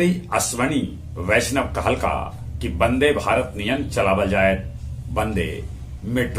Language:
Magahi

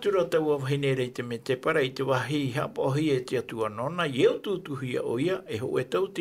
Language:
Tahitian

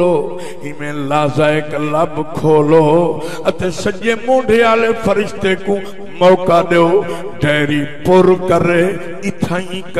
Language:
Saraiki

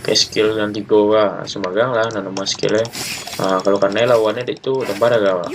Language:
Minangkabau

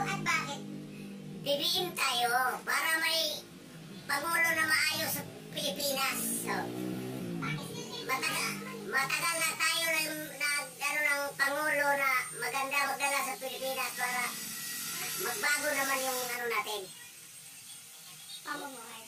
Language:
Filipino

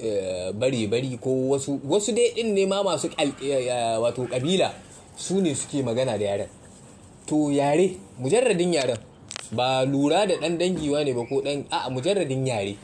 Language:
Hausa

